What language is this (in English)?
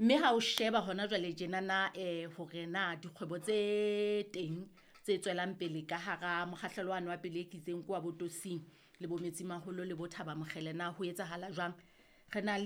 Southern Sotho